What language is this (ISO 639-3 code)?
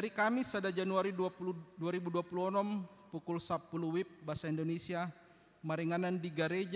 bbc